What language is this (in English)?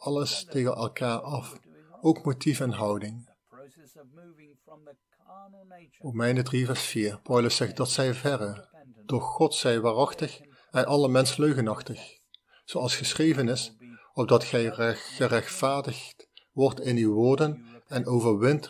Dutch